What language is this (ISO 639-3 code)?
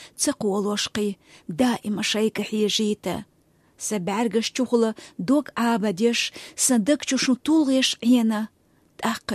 che